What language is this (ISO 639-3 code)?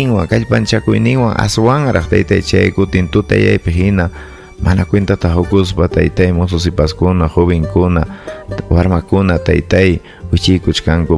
quy